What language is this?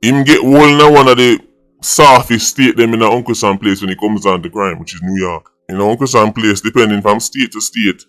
Jamaican Creole English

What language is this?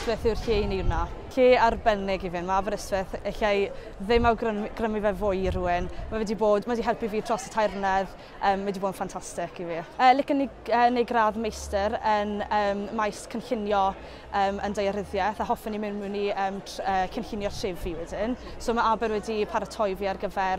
Welsh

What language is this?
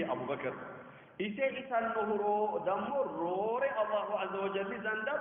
Sidamo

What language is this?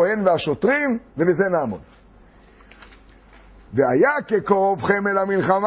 Hebrew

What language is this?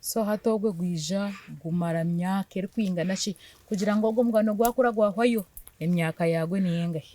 Nyankole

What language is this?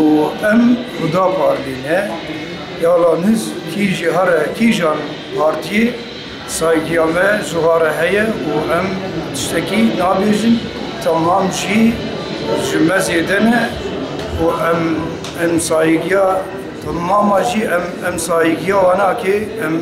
Kurdish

